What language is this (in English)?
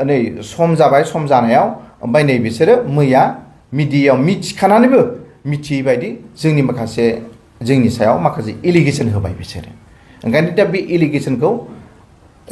Bodo